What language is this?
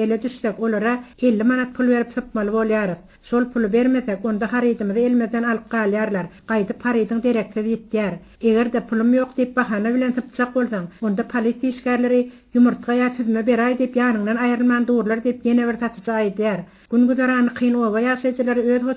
Turkmen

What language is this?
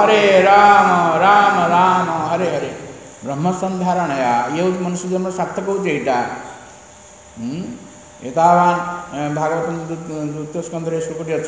Odia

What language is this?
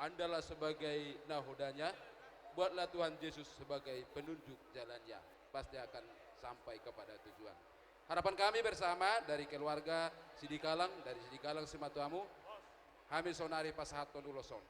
Batak Toba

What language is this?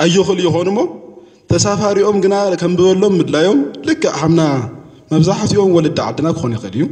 Tigrinya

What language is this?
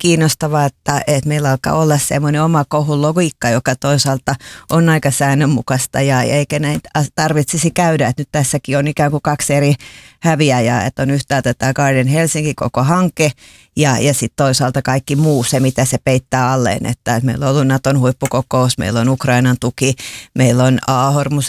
Finnish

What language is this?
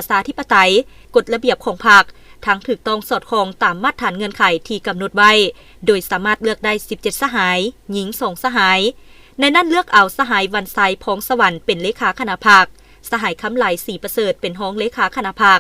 Lao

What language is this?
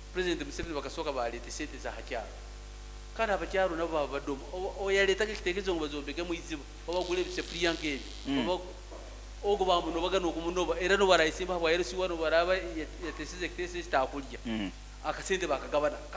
Nyankole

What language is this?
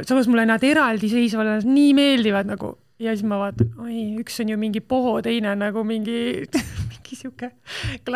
Estonian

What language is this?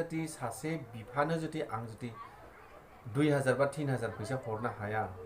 Bodo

